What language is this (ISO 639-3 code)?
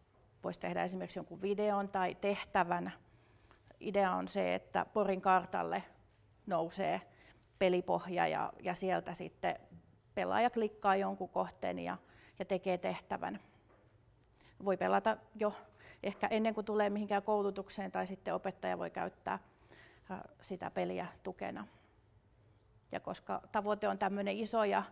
fin